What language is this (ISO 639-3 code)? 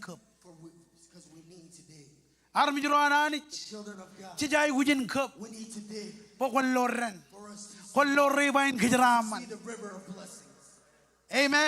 mah